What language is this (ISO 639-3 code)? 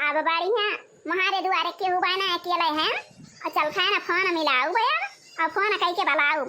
awa